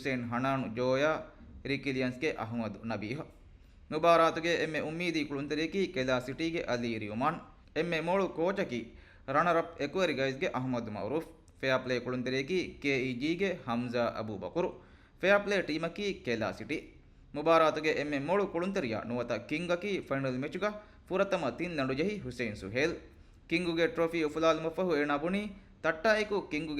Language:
Divehi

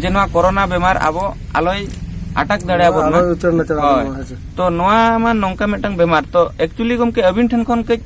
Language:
Santali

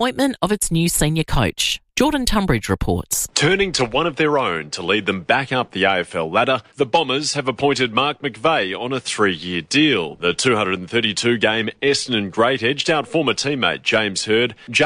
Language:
English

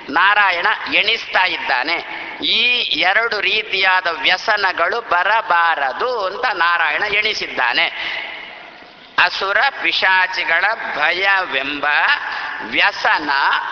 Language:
Kannada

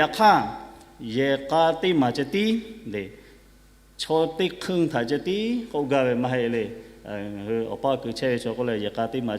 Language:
Lahu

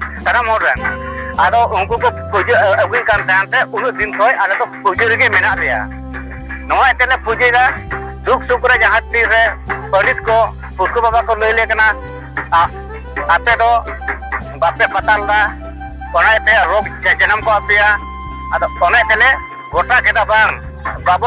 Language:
Santali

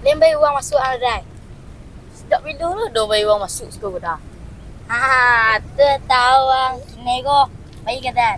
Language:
Minangkabau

